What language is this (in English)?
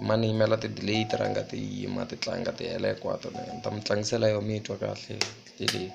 Tsonga